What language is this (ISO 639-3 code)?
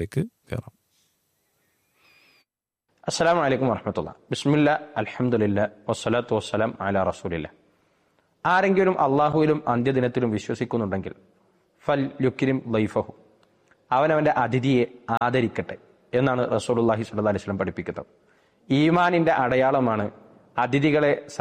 mal